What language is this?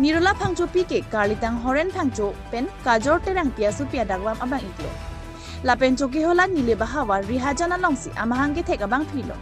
Karbi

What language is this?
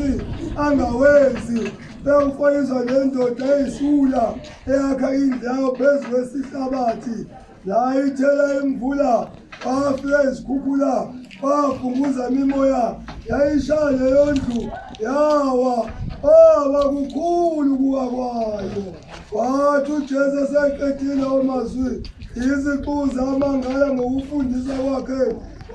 Zulu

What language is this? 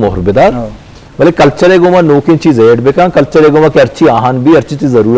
Eastern Balochi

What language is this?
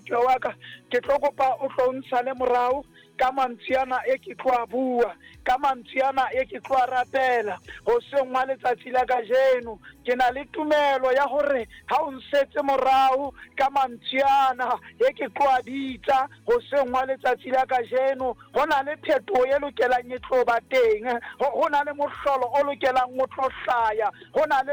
Southern Sotho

